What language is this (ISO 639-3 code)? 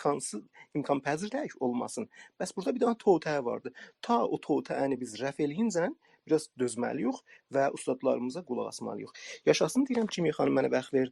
azb